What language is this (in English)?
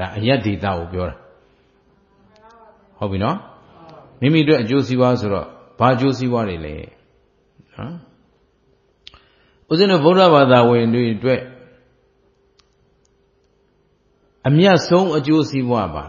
Burmese